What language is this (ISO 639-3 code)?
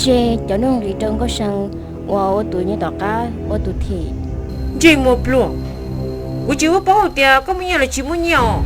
hmn